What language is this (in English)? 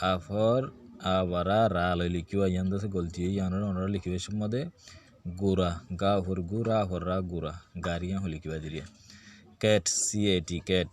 Rohingya